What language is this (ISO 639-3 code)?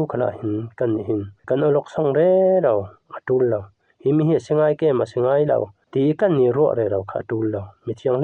cfm